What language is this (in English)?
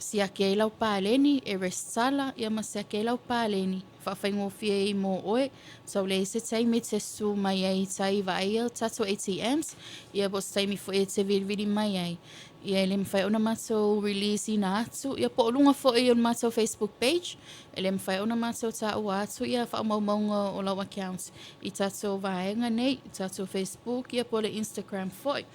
Samoan